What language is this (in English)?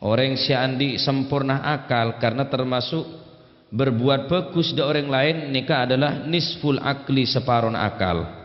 Madurese